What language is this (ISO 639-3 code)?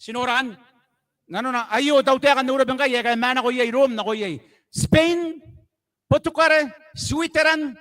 gil